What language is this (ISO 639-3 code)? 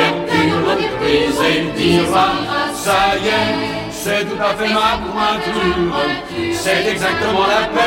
fra